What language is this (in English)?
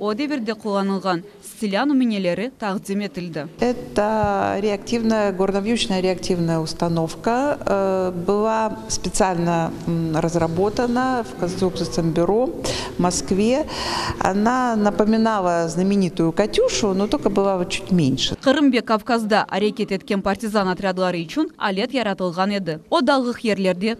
Crimean Tatar